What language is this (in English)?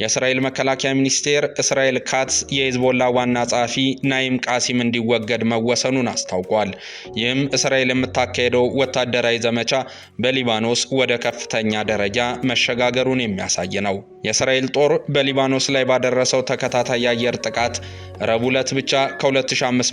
Amharic